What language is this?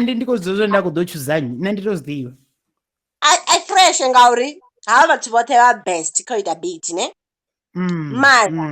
Venda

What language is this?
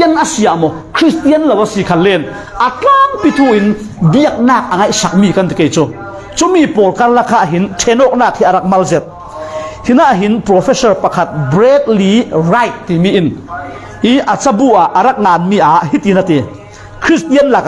Falam Chin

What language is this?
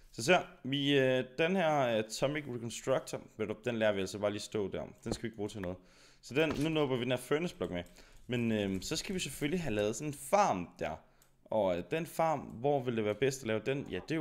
Danish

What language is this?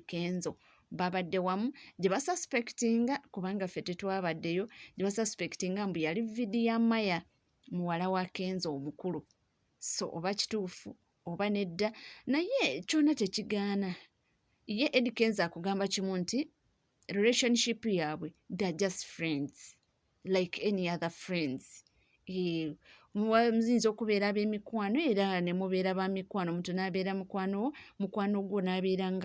Ganda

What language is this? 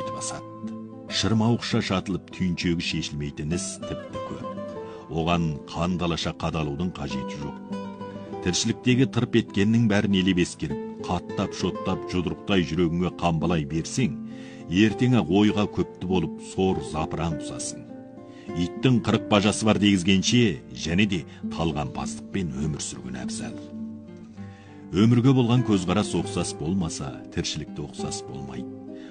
Kazakh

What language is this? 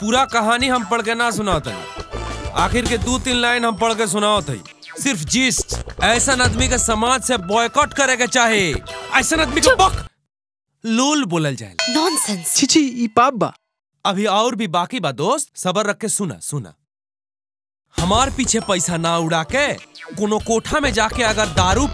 Bhojpuri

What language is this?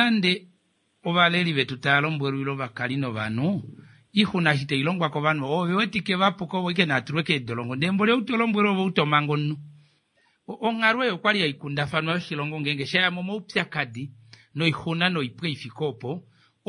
Kuanyama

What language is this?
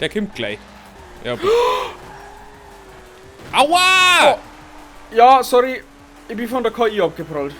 Bavarian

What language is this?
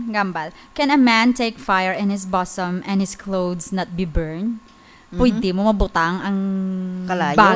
Hiligaynon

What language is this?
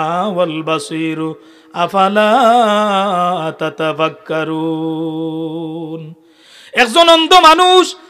Sylheti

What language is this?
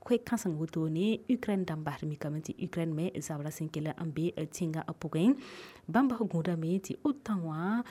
Mossi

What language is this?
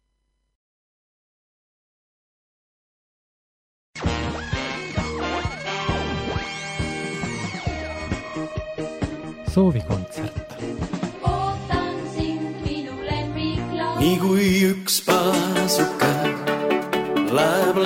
Estonian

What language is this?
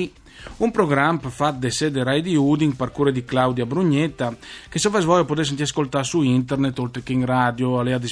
Friulian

